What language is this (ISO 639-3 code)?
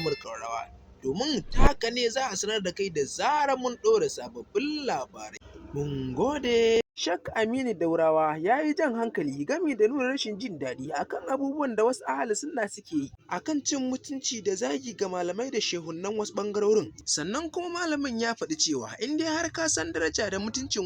hau